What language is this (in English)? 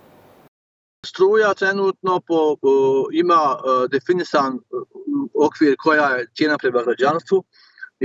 Bosnian